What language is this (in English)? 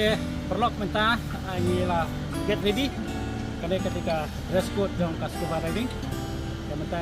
Khasi